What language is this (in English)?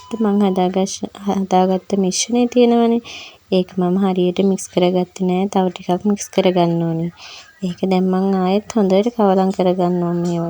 Sinhala